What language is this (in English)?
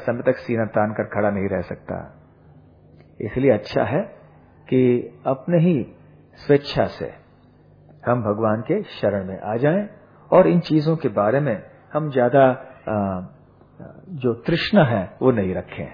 Hindi